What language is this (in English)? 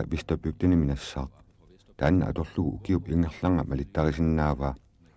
Kalaallisut